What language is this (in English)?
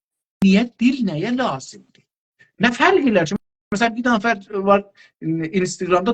South Azerbaijani